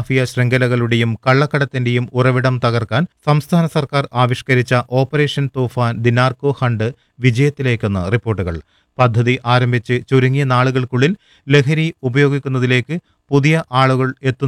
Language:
Malayalam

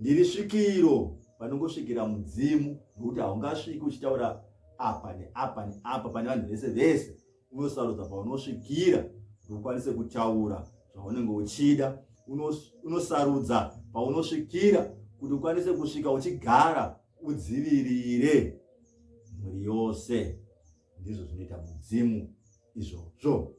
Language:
Shona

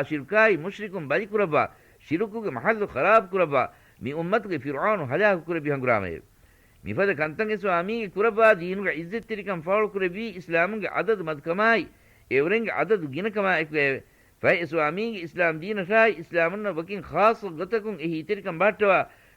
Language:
Divehi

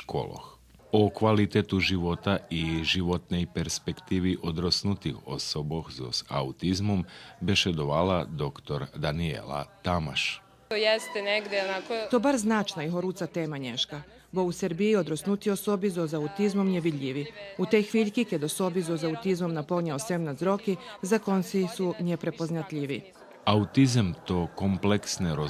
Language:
Rusyn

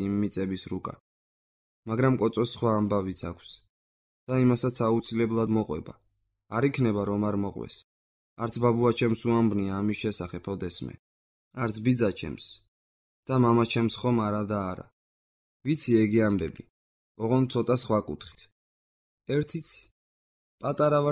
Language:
Georgian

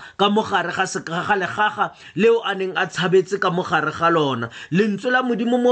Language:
Tswana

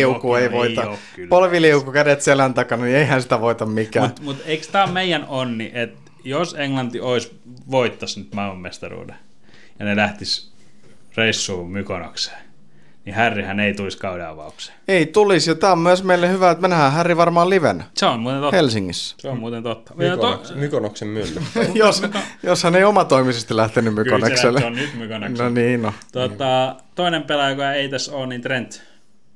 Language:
Finnish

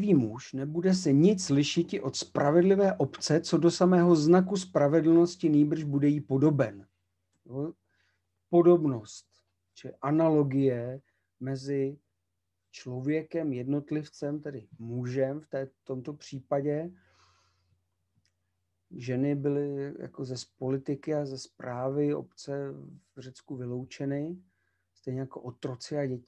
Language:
Czech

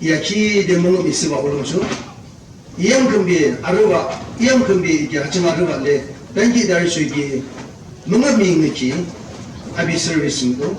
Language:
Yimchungru Naga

